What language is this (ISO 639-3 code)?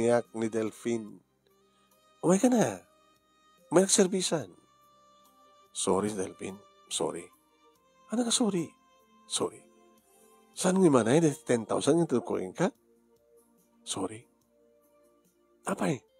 ilo